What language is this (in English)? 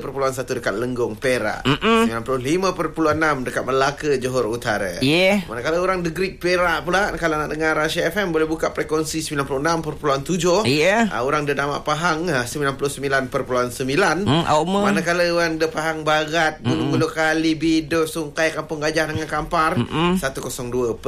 Malay